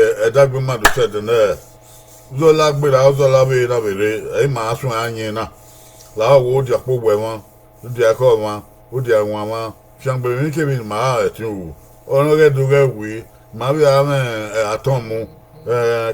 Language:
Bini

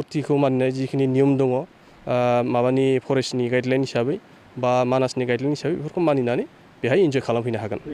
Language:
Bodo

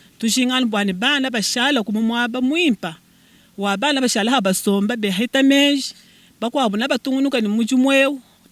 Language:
Luba-Lulua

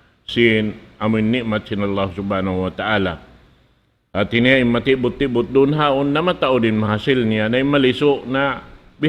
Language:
Tausug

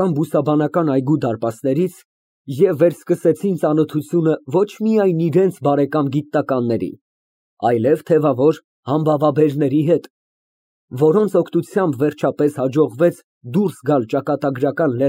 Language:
Armenian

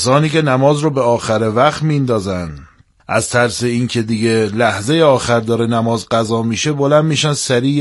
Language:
Persian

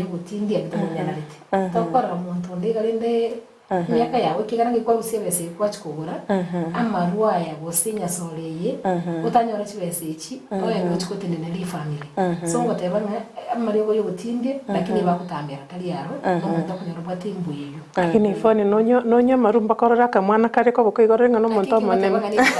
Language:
Gusii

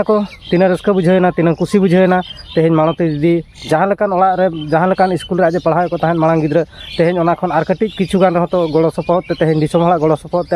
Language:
Santali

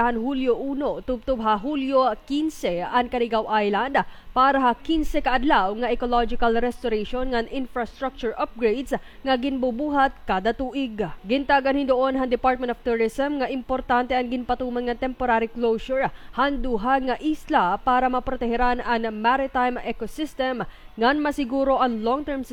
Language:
Waray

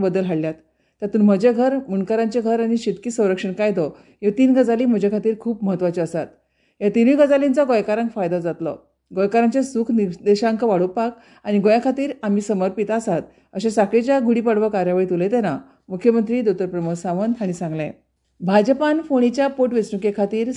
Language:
Konkani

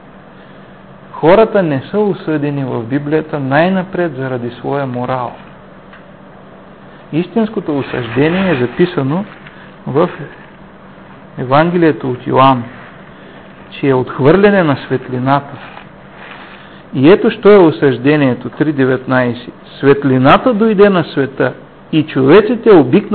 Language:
Bulgarian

